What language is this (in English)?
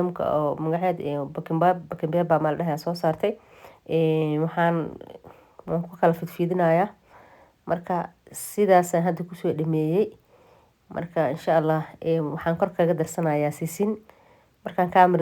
Somali